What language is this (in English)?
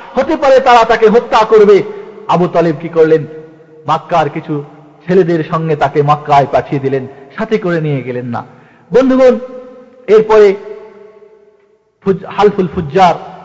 Bangla